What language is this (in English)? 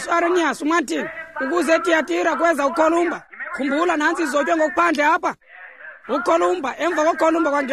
Xhosa